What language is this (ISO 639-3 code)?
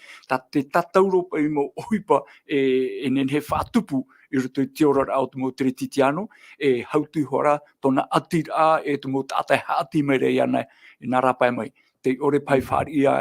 tah